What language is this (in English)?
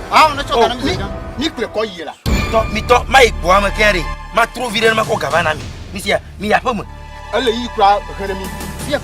Ewe